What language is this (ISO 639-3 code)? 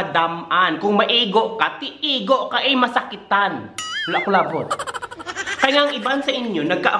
hil